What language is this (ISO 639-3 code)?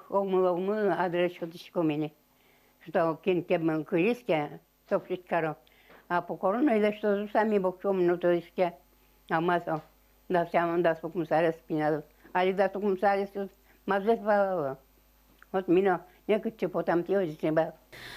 udm